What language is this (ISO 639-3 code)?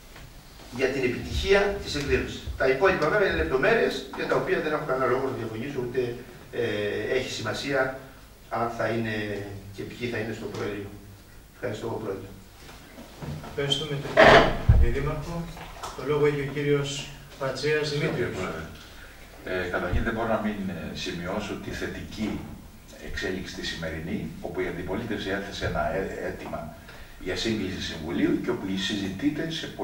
ell